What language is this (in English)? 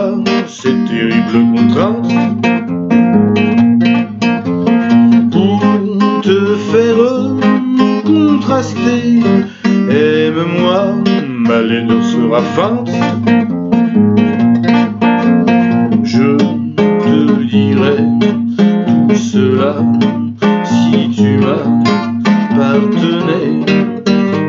French